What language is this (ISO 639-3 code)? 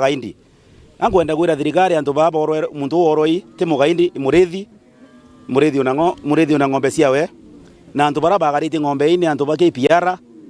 mer